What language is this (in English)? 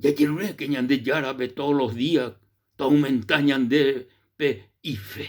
Guarani